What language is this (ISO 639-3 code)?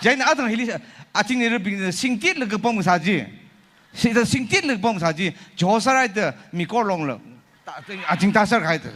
nmf